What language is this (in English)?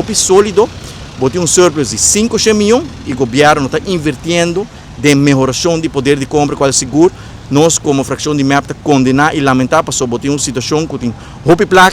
Papiamento